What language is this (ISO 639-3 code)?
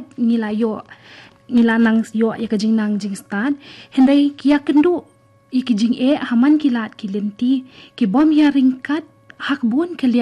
kha